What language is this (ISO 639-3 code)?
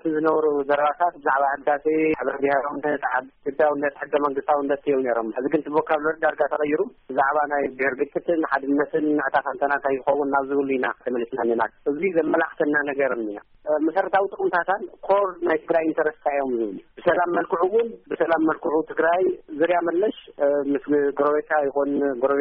tir